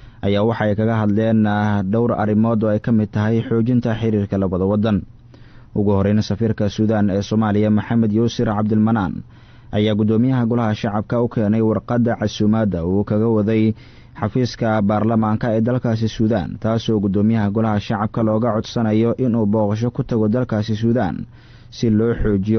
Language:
Somali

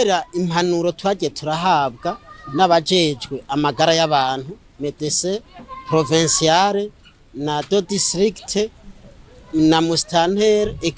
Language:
Rundi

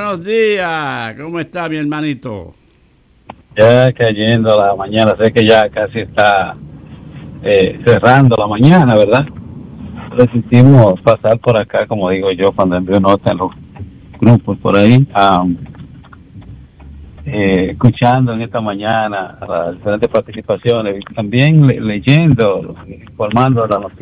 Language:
Spanish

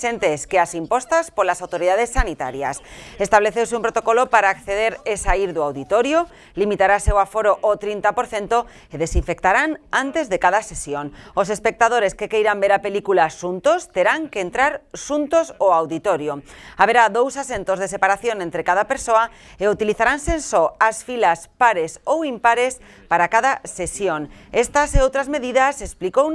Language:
Galician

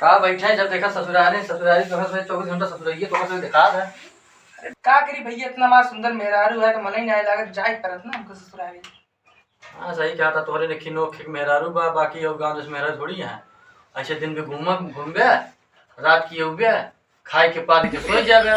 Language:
Awadhi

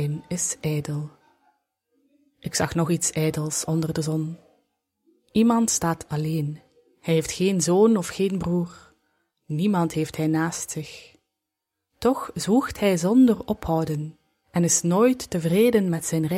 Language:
Dutch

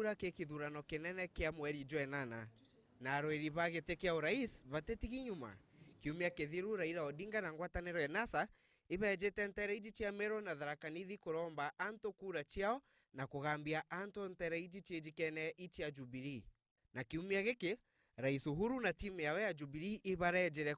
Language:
Meru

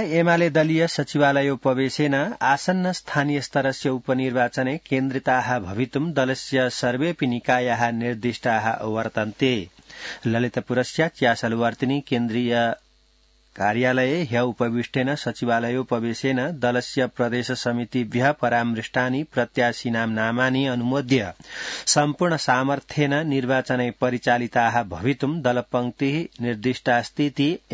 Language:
Sanskrit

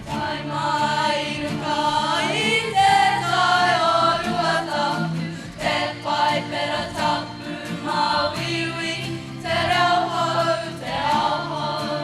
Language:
Māori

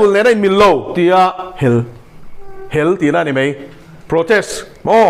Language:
Mizo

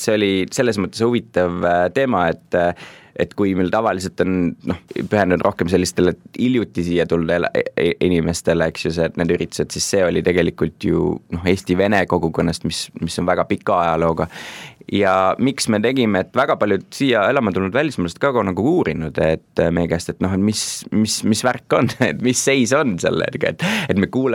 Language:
Estonian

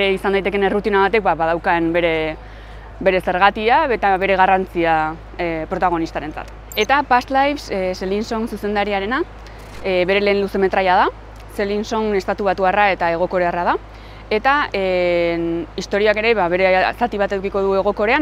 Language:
Basque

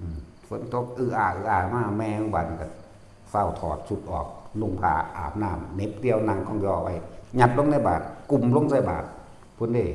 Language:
Northeastern Thai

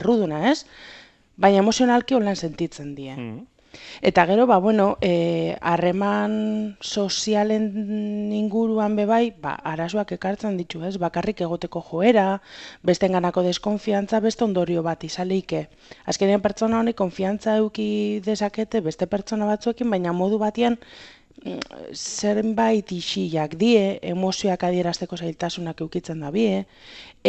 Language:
Basque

